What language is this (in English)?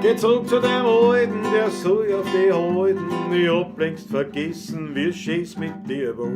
Bavarian